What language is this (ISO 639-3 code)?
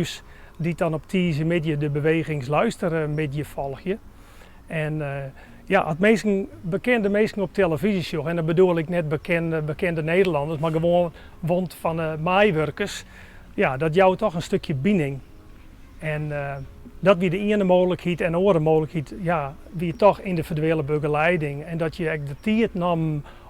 fry